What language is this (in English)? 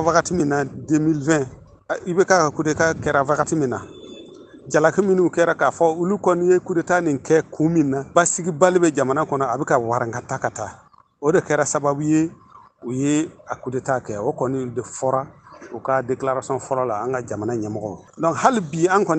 Bambara